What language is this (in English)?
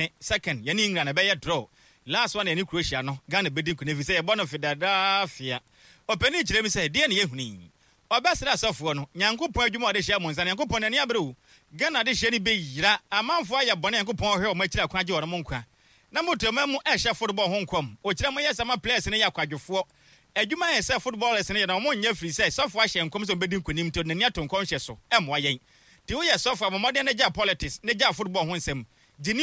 Akan